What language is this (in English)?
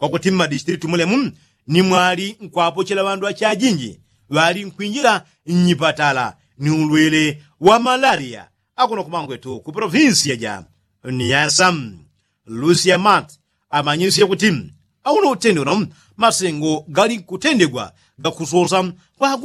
Yao